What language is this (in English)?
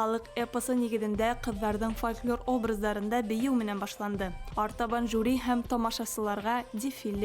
Bashkir